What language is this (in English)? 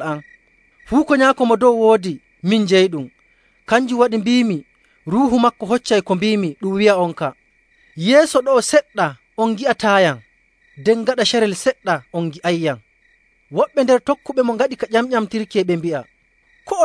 Nigerian Fulfulde